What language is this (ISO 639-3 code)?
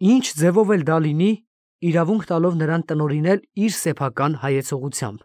hye